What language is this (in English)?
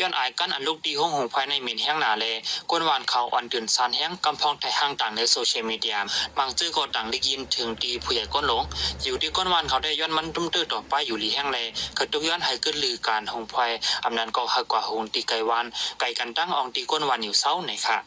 Shan